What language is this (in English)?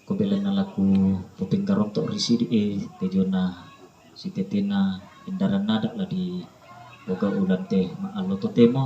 Toraja-Sa'dan